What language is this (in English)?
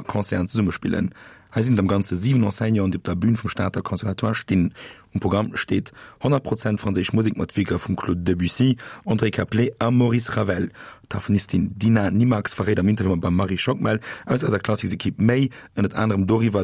Luxembourgish